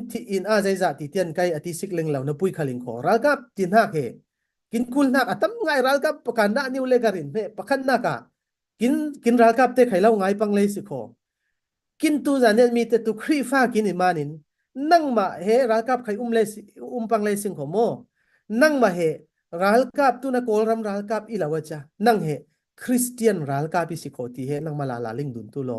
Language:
Falam Chin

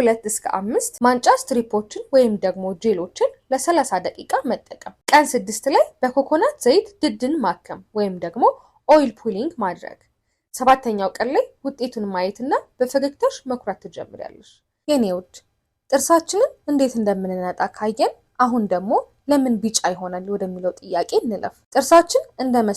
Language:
Amharic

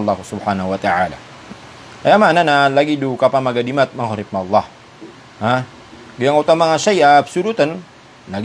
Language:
Maranao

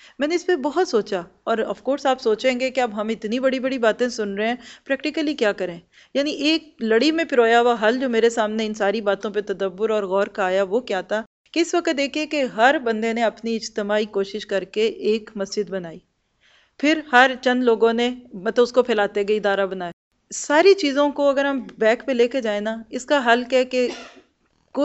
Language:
Urdu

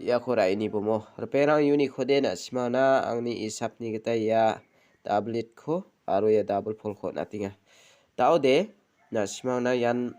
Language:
Garo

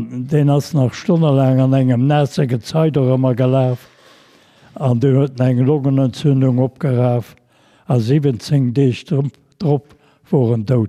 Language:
Luxembourgish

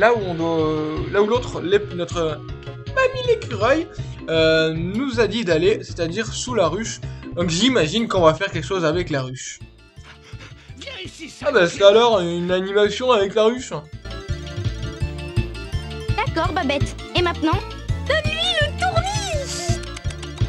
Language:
French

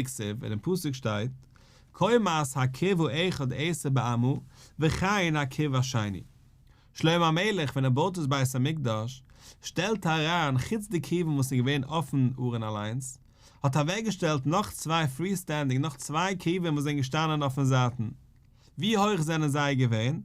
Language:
Yiddish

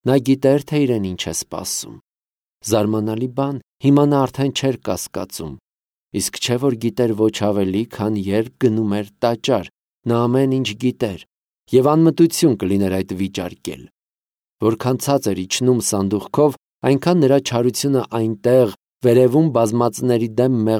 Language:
Armenian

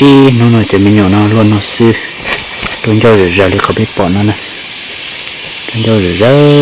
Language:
Hmong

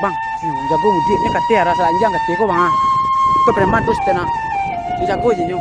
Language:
Minangkabau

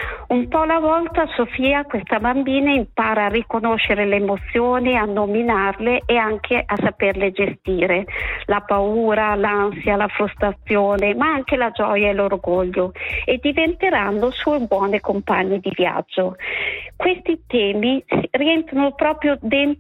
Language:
Italian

